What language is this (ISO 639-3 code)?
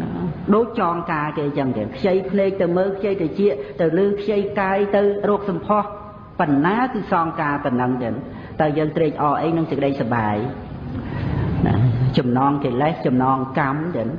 khm